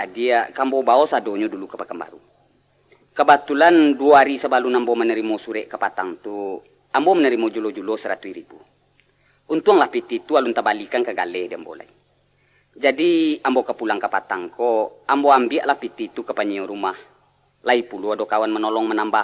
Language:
Minangkabau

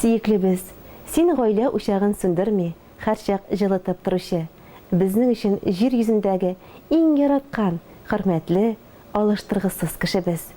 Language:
Tatar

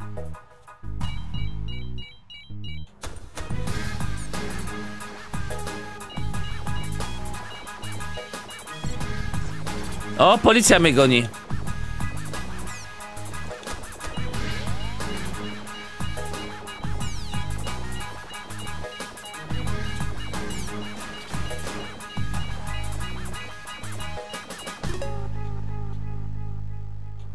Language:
Polish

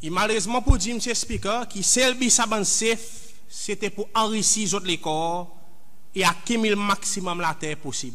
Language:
Seselwa Creole French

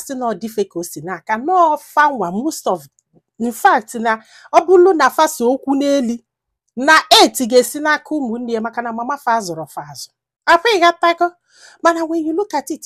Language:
Igbo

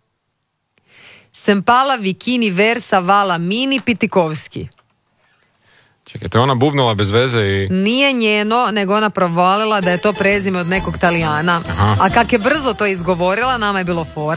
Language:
Croatian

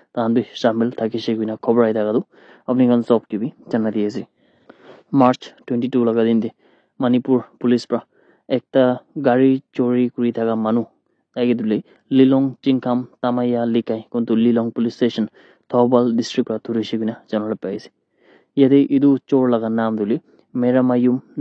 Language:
Naga Pidgin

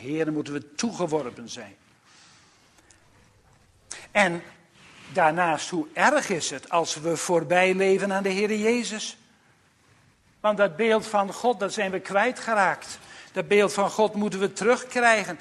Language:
Dutch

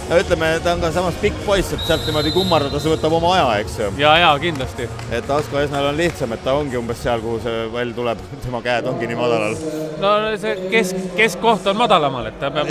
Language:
Estonian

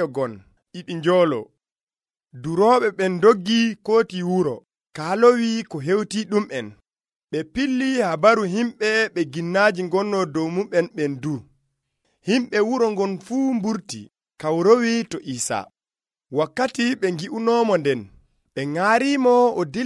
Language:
Nigerian Fulfulde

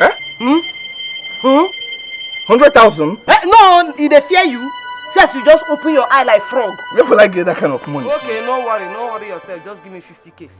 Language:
Nigerian Pidgin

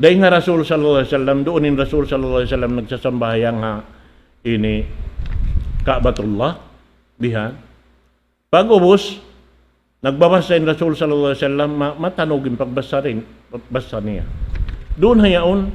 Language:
Tausug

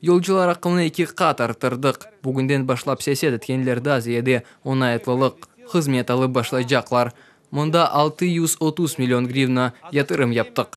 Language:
Crimean Tatar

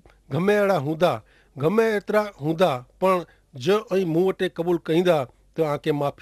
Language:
Kachhi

